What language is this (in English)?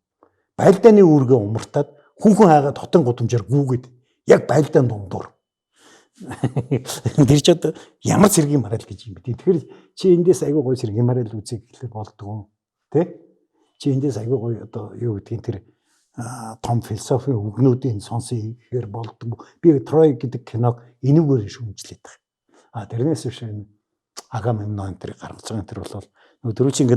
Mongolian